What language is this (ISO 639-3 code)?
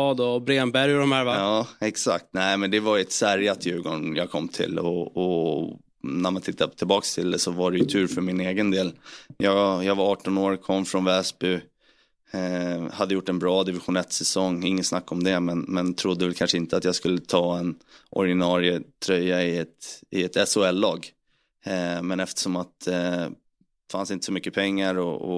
swe